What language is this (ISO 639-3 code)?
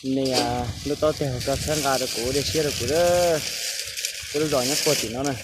hmn